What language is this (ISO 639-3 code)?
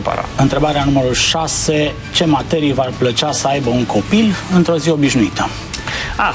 ron